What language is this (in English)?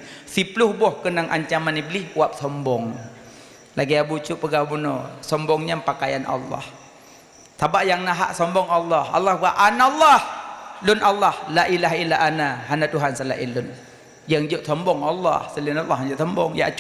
Achinese